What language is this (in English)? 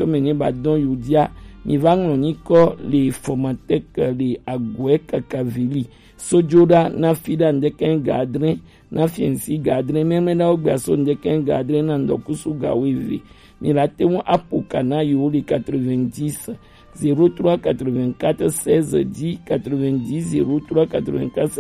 Gen